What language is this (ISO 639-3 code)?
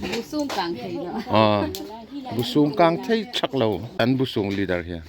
hmr